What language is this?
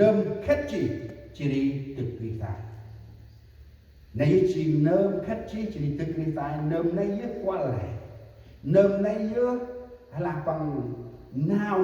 Central Mnong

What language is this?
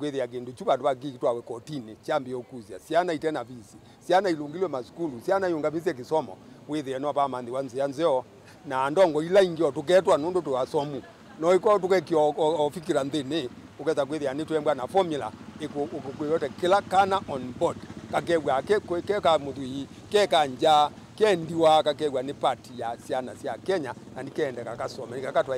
Kamba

